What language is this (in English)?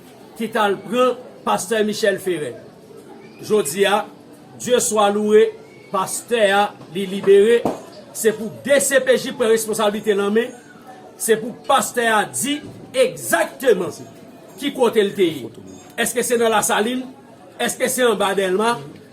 Haitian Creole